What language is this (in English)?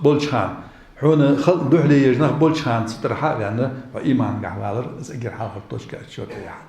Ingush